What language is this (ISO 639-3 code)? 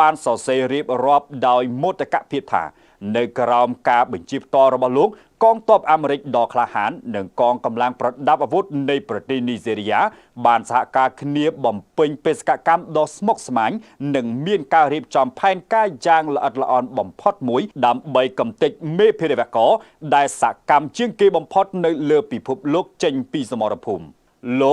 khm